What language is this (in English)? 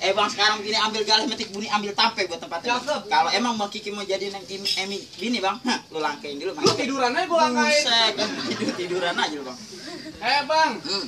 Betawi